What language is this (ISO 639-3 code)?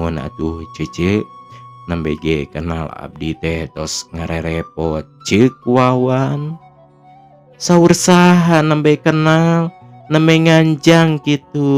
sun